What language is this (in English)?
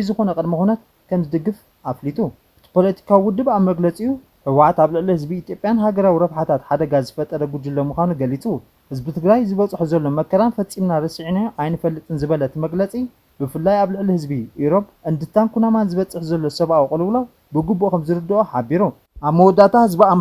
Tigrinya